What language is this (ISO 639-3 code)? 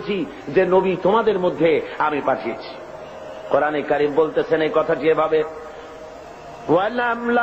ben